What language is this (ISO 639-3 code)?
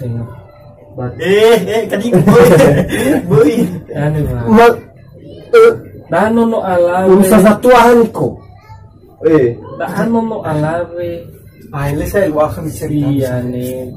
nia